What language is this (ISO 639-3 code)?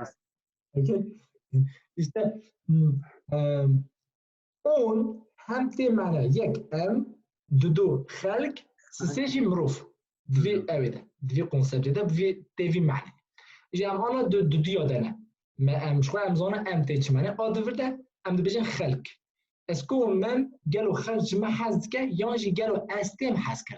kur